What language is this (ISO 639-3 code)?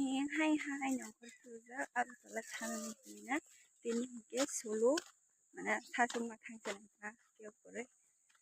trp